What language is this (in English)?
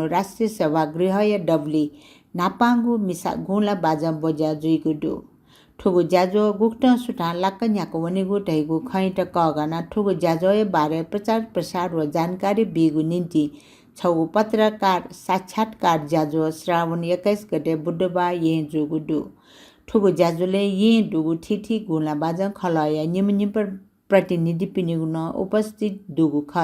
Newari